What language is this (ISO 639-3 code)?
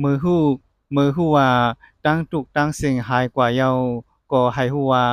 shn